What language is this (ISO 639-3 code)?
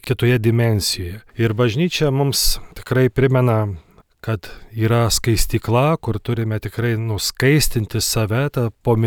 lit